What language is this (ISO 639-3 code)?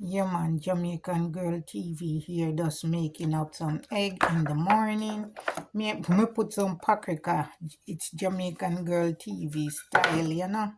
jam